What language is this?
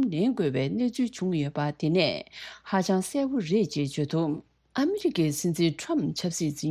Tibetan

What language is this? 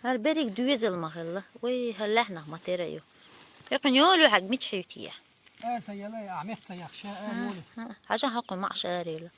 Chechen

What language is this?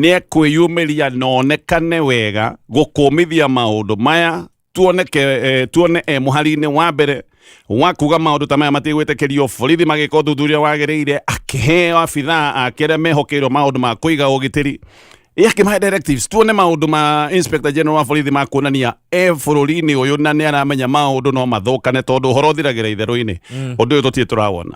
Kikuyu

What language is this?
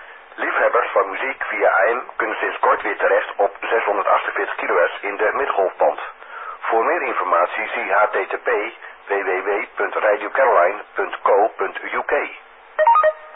Dutch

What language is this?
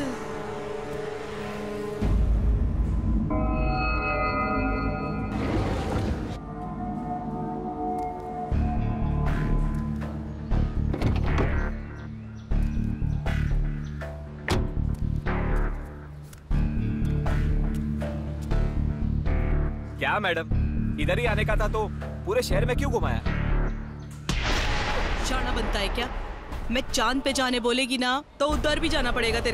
Hindi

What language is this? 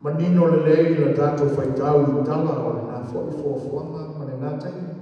Samoan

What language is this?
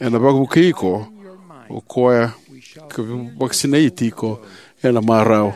Fijian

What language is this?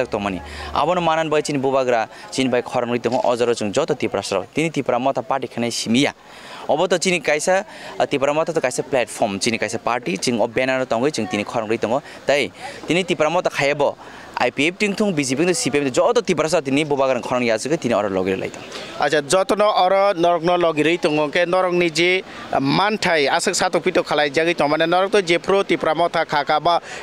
Kok Borok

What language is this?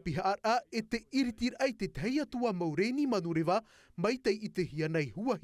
Tahitian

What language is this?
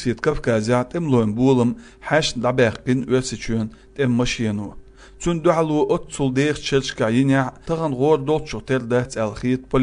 Chechen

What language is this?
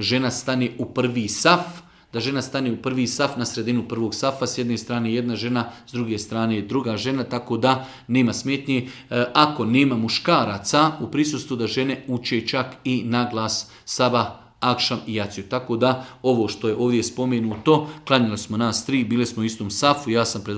Croatian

